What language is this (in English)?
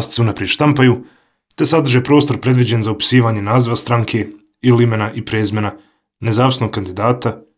Bosnian